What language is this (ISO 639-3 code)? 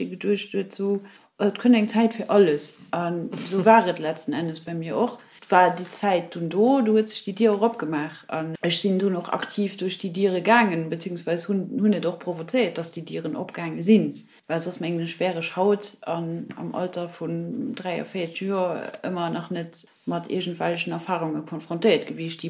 ltz